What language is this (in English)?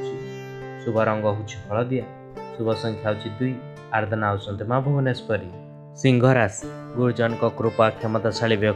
Odia